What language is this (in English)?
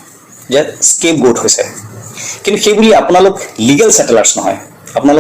Assamese